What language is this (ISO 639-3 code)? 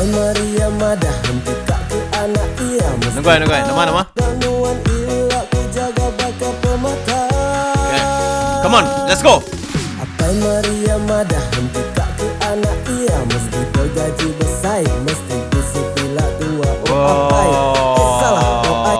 iba